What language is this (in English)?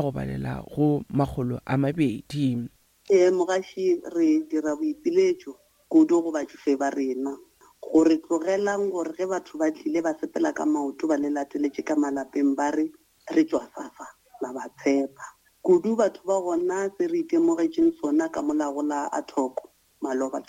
Northern Sotho